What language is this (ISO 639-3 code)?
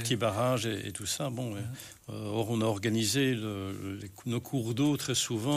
fra